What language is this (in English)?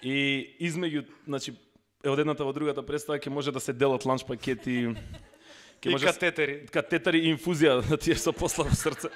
Macedonian